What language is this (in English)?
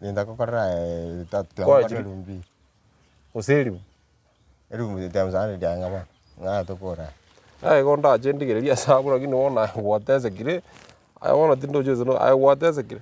Gusii